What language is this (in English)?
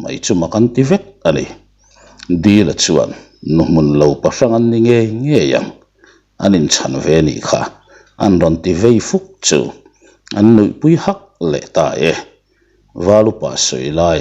Mizo